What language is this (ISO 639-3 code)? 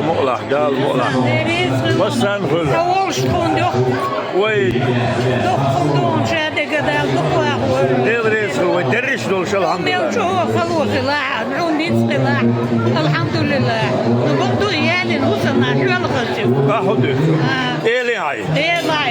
che